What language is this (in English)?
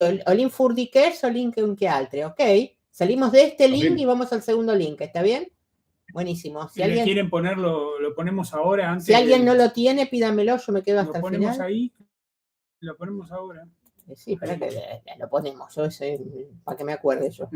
Friulian